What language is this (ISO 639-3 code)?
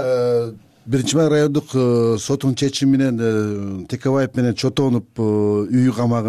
kir